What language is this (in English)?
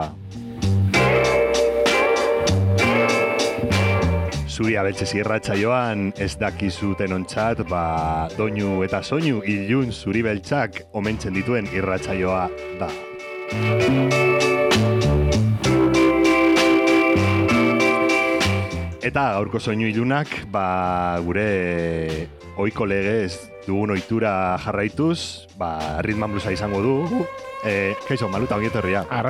Basque